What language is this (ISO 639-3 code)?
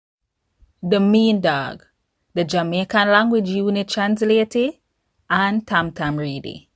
jam